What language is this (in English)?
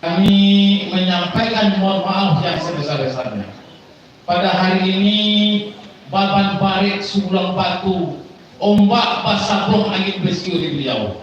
Minangkabau